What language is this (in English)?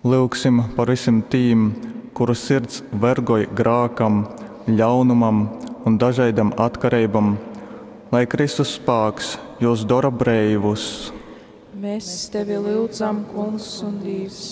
Latgalian